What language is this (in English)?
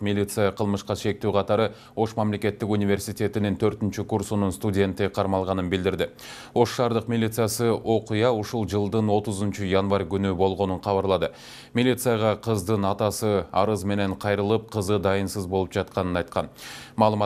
Kyrgyz